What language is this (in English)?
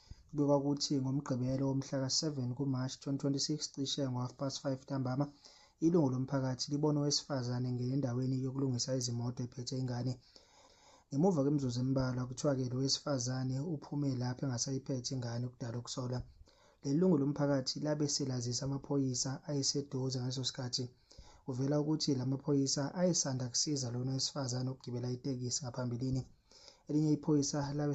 Zulu